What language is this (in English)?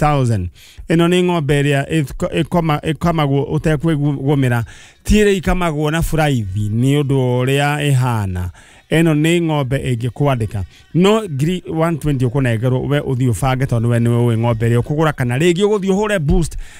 Kikuyu